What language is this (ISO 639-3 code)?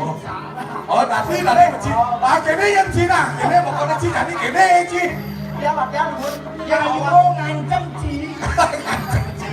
ban